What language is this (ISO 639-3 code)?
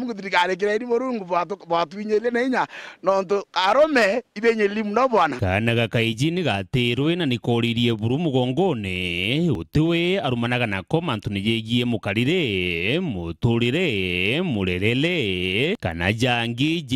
mer